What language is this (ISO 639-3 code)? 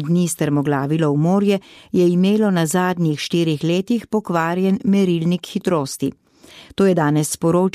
slv